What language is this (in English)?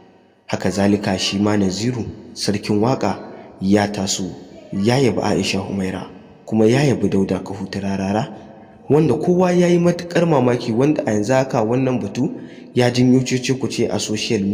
Hausa